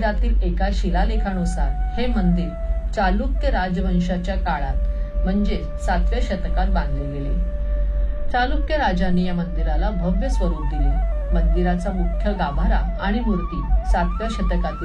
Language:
Marathi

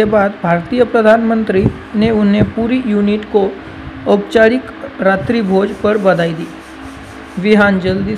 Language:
Hindi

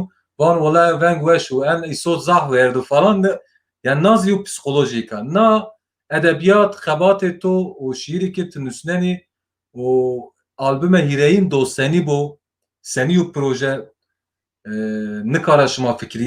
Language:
Zaza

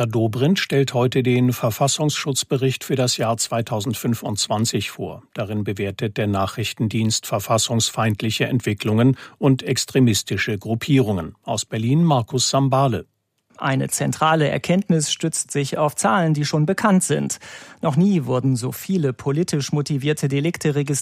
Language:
German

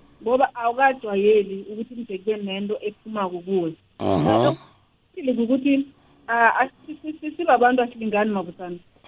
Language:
South Ndebele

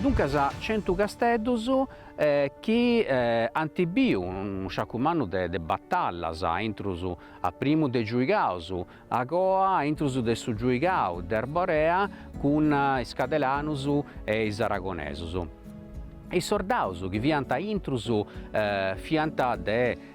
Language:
Sardinian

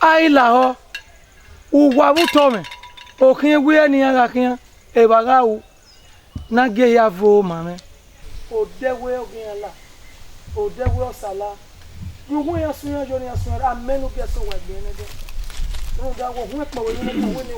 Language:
Bini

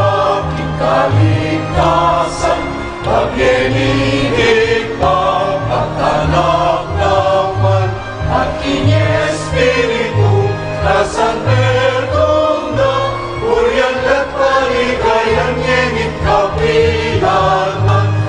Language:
Pampanga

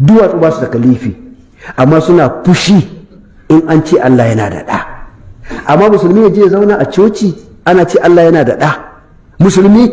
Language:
Hausa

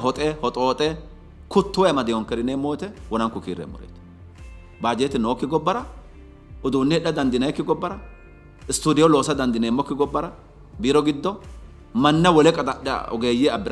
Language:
Sidamo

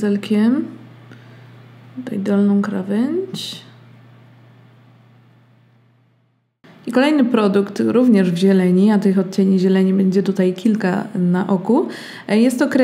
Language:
Polish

